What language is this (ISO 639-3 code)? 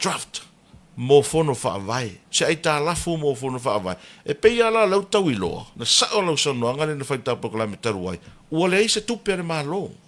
smo